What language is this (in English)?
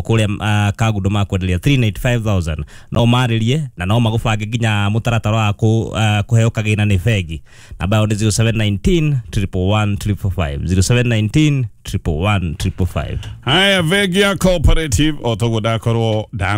Kikuyu